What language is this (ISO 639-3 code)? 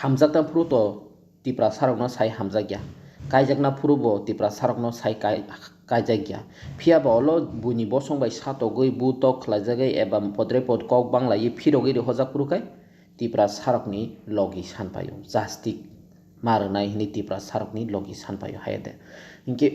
trp